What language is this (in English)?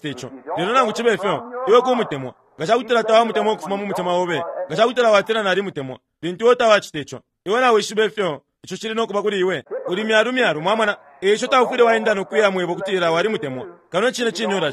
Bemba